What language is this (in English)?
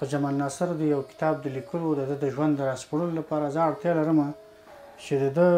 Pashto